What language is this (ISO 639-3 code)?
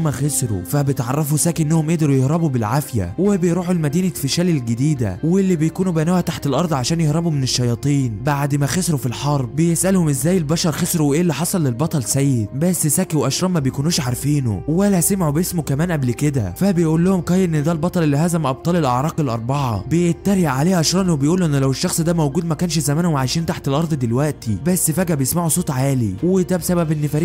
arz